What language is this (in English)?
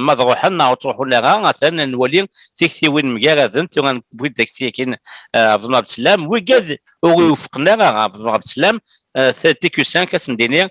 Kabyle